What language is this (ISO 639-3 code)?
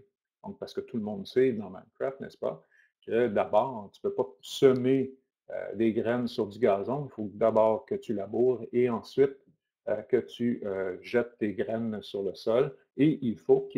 fra